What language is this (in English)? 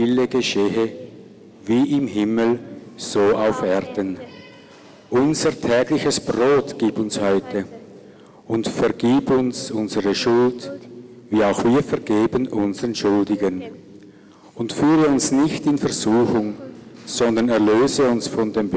Swiss German